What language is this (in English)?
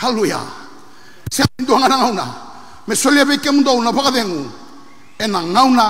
Fijian